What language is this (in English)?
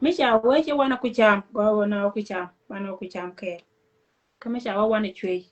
Nuer